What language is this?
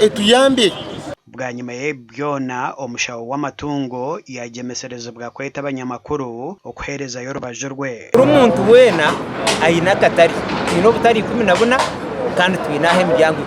Nyankole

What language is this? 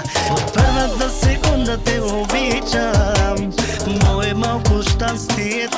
Bulgarian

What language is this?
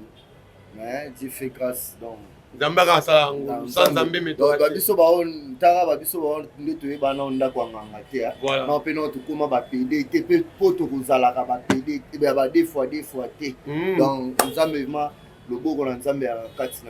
Lingala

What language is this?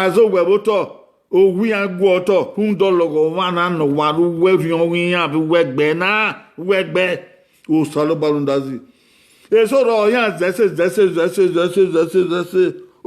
Bini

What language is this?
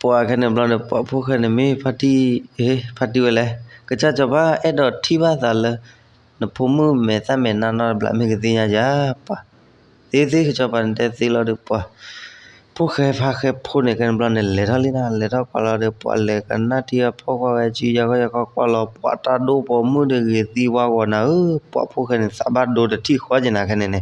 S'gaw Karen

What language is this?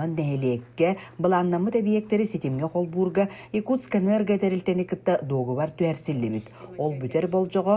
Yakut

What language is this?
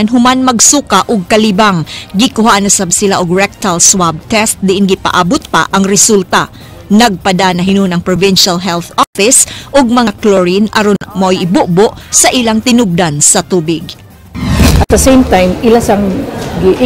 Cebuano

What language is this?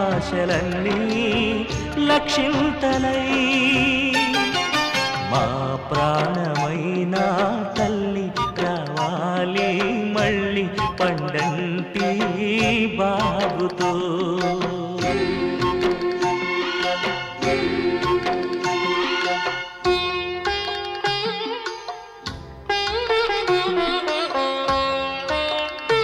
Telugu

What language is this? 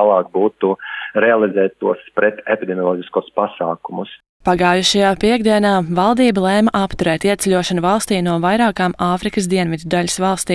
Latvian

